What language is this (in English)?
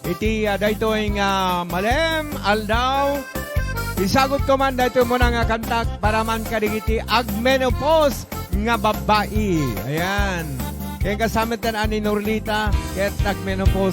Iloko